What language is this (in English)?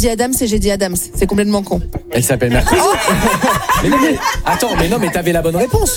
French